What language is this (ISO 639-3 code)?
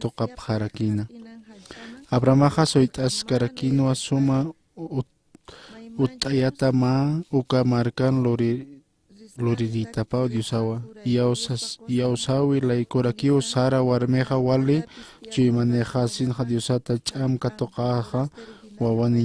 aym